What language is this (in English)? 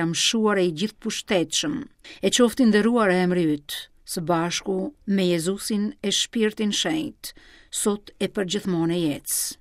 Albanian